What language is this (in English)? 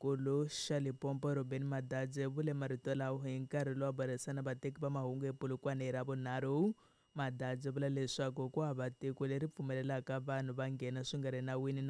Tsonga